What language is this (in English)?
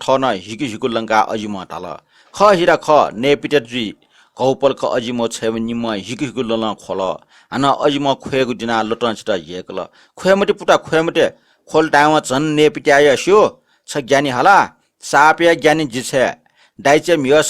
Newari